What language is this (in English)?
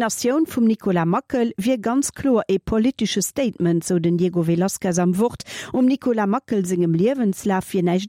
Luxembourgish